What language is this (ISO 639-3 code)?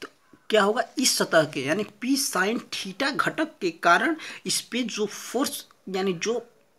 hin